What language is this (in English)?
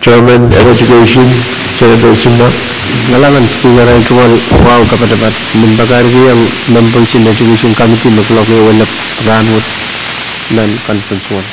Pohnpeian